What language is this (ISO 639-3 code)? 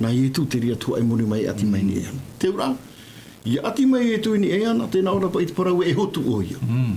tah